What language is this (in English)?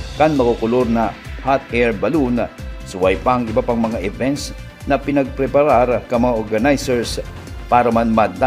Bikol